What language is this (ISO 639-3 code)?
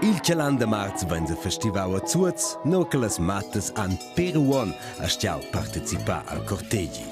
roh